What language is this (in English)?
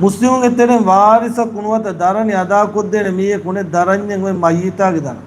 Divehi